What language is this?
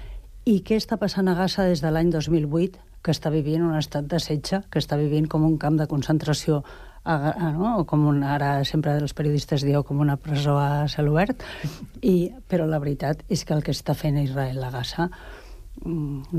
Catalan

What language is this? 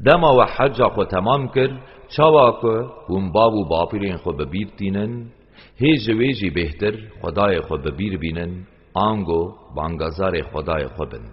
Kurdish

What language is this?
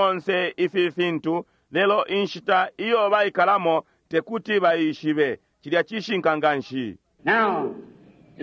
Bemba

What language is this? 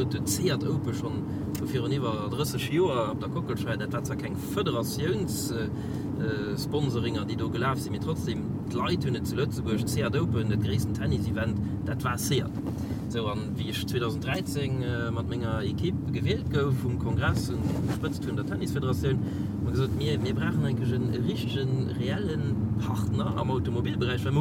Luxembourgish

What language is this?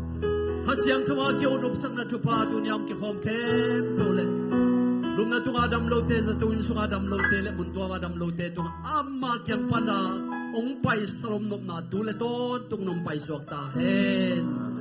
Tedim Chin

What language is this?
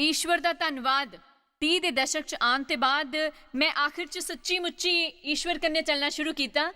Dogri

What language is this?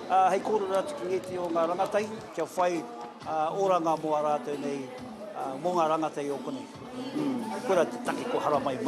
Māori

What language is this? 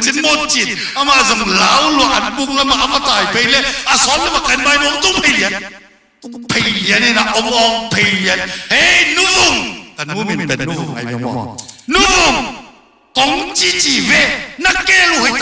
Tedim Chin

